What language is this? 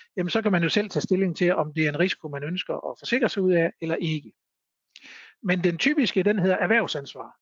Danish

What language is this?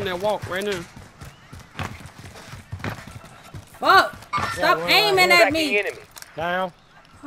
English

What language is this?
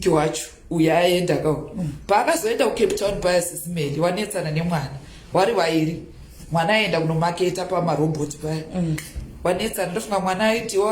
Shona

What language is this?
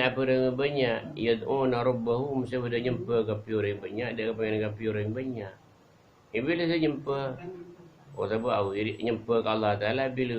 Madurese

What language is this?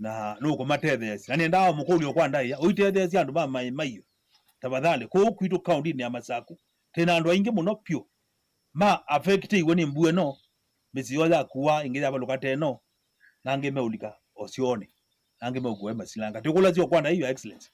Kamba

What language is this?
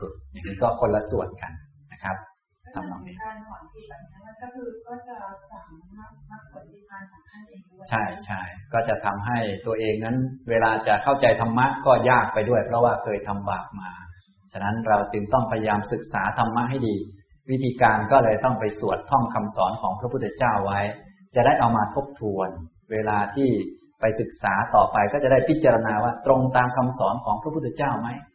Thai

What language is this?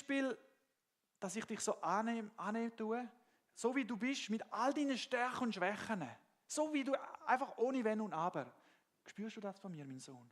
Swiss German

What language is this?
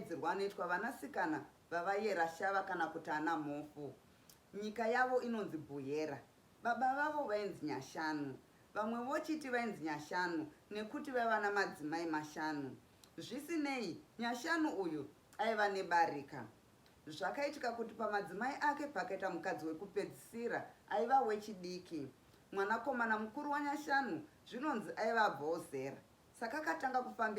Shona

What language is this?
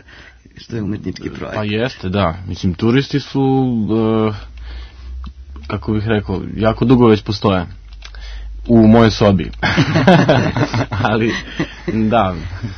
Serbian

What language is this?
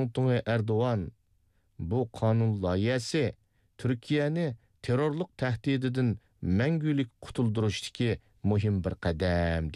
Uyghur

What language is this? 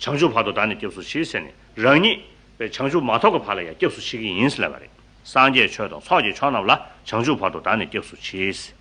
Tibetan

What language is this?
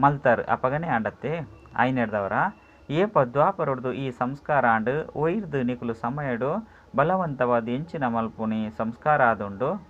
Tulu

